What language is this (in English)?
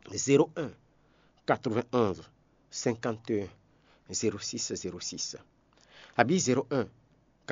Fon